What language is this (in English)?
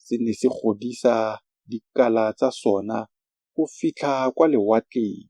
Tswana